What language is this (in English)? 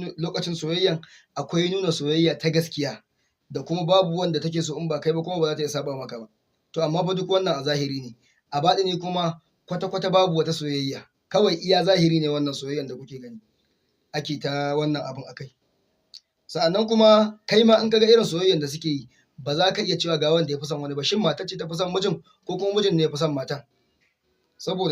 Hausa